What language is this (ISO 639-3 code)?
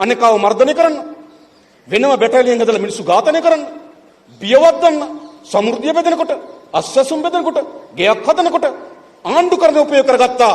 sin